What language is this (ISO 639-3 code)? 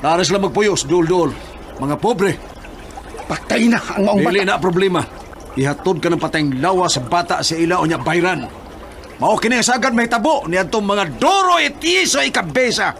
ceb